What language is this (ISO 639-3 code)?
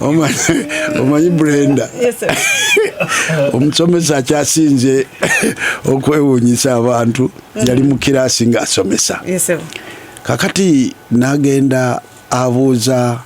lug